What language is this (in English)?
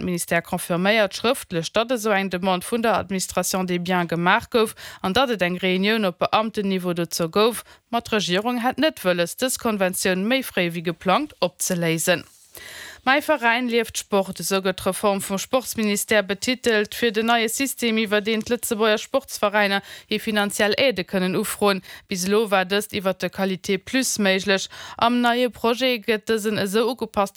Luxembourgish